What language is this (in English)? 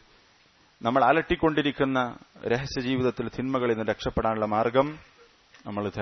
Malayalam